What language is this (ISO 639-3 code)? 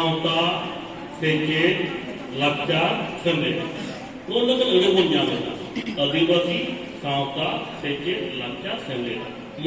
sat